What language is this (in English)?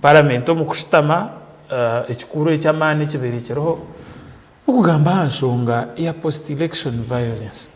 Nyankole